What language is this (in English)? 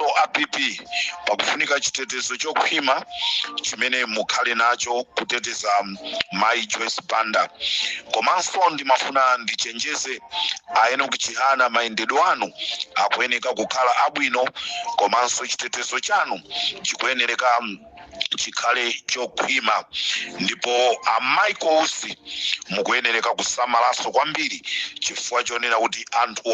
Nyanja